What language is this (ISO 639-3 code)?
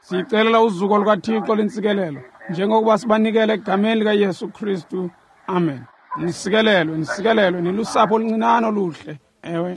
xho